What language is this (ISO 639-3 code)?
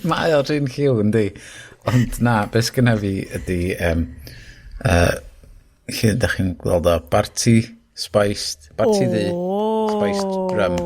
cym